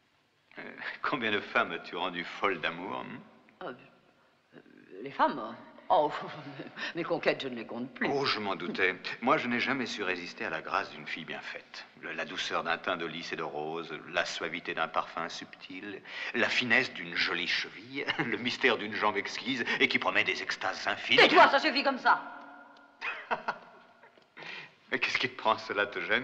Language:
French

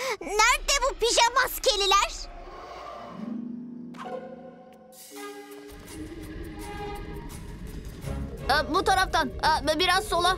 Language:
Turkish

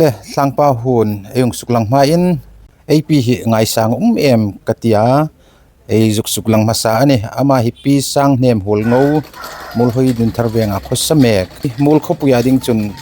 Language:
Hmar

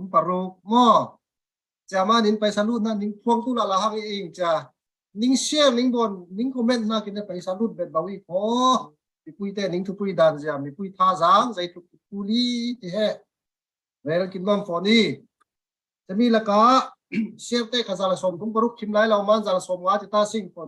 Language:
Falam Chin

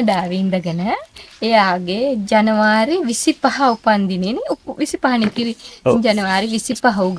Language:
Sinhala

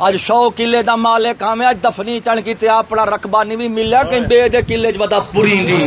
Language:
Saraiki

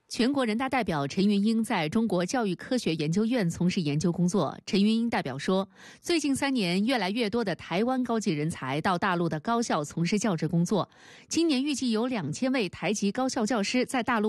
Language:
Chinese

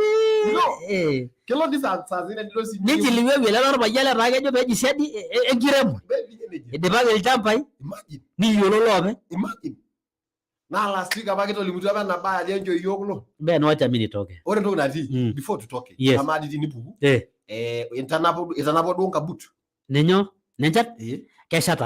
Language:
Masai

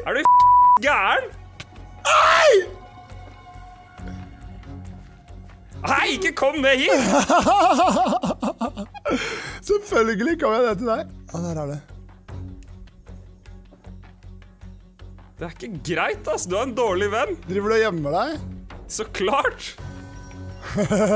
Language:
Norwegian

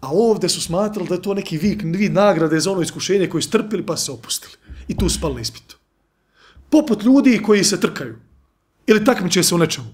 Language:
Bosnian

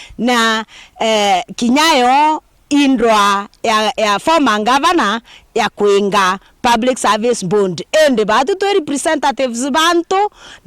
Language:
Meru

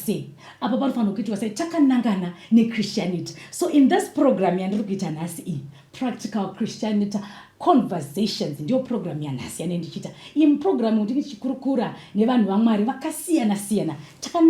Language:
Shona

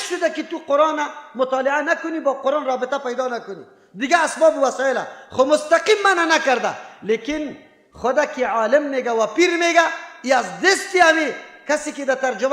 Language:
Persian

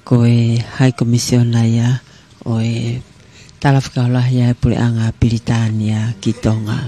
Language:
Tongan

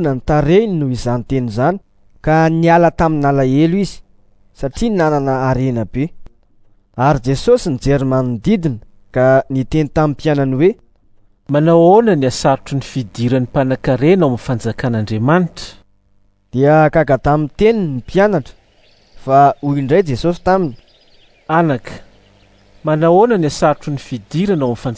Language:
Malagasy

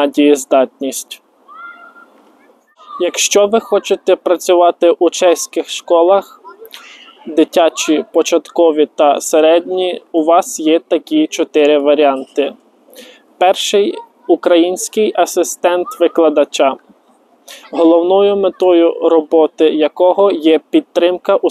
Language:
Ukrainian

